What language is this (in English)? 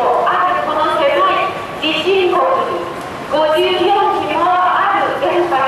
Japanese